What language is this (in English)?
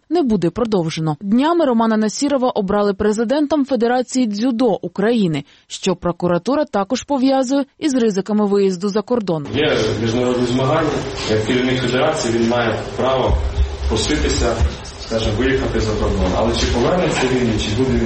Ukrainian